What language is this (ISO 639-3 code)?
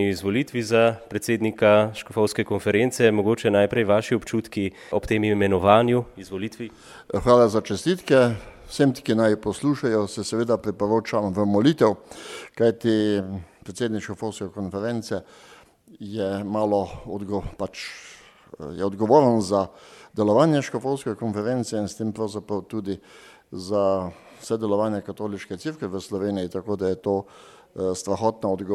slv